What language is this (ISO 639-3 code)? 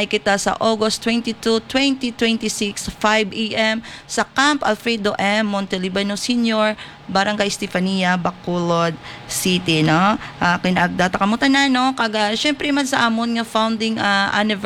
hil